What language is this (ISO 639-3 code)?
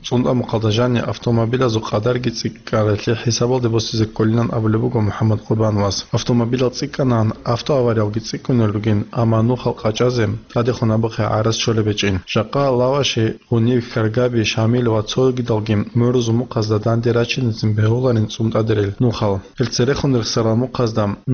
ava